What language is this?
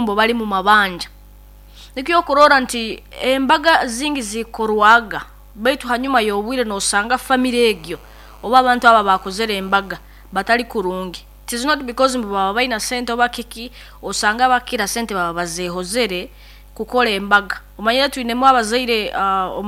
Nyoro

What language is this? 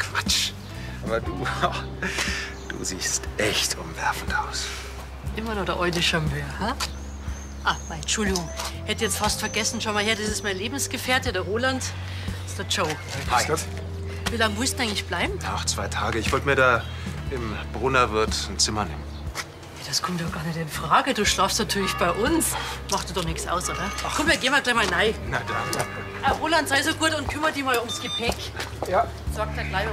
Bavarian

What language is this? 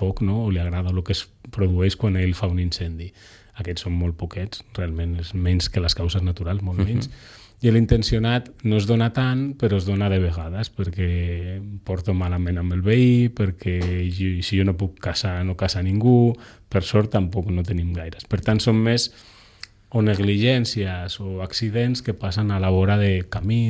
Catalan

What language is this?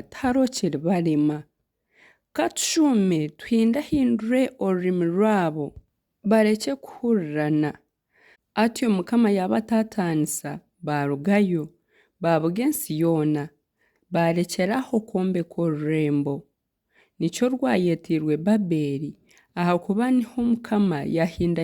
Nyankole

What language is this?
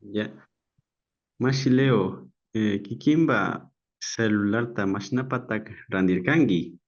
Imbabura Highland Quichua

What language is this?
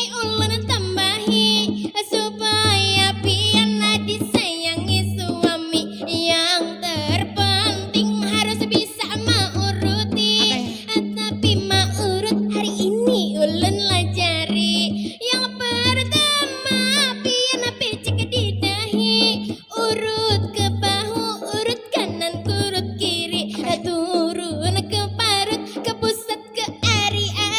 Banjar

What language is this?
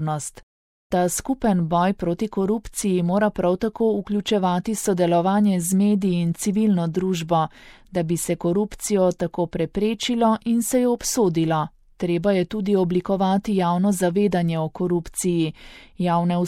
Slovenian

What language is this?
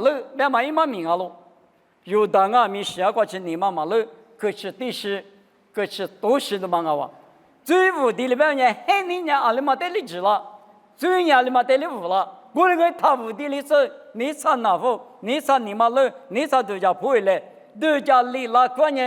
Lisu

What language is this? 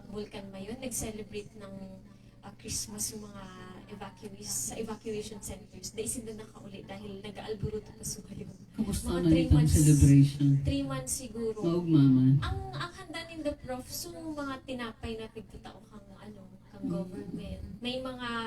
Bikol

